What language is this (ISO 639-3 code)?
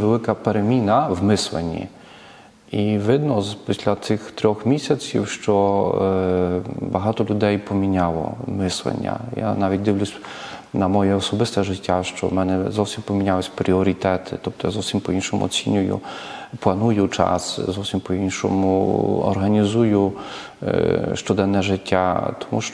ukr